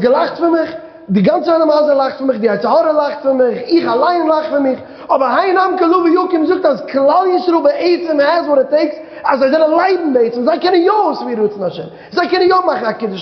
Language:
Yiddish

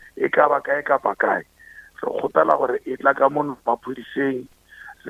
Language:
Northern Sotho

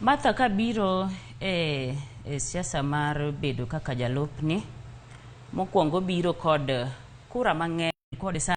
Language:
Luo (Kenya and Tanzania)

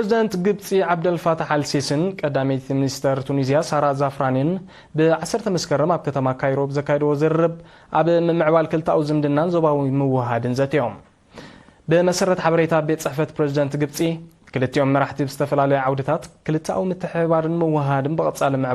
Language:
Tigrinya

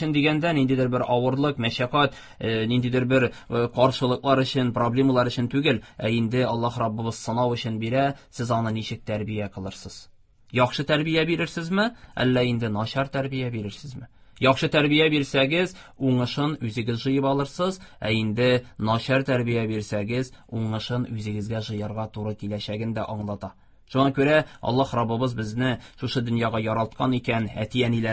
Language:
Tatar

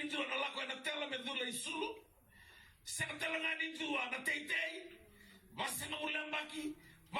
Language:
Fijian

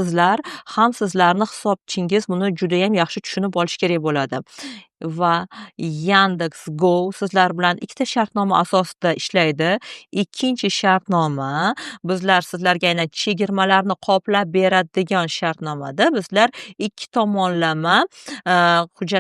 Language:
Uzbek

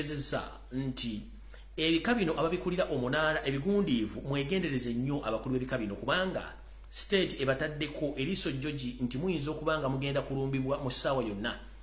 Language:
Ganda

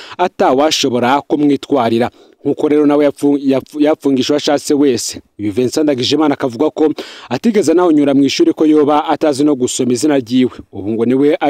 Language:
Rundi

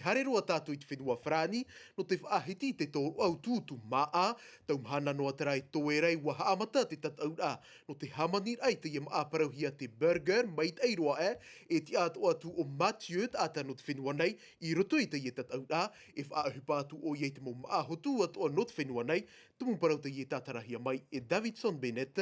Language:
Tahitian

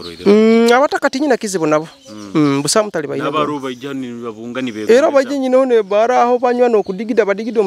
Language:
Nyoro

